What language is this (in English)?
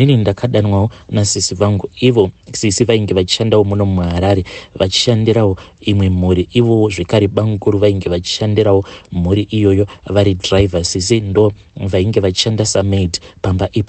Shona